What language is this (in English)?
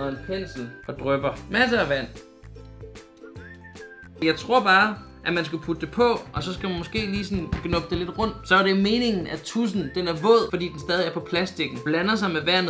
Danish